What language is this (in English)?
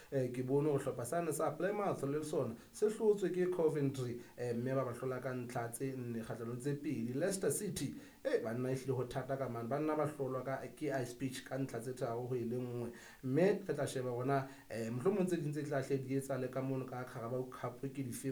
Southern Sotho